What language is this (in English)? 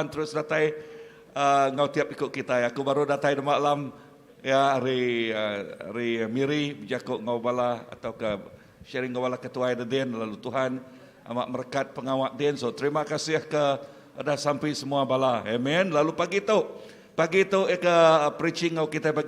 Iban